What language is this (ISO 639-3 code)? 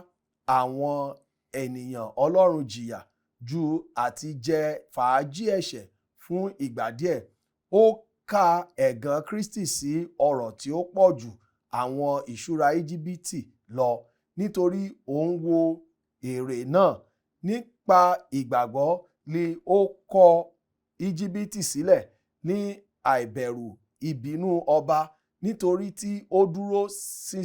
yor